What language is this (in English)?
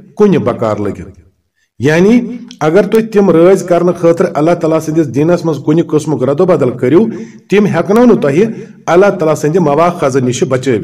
Kashmiri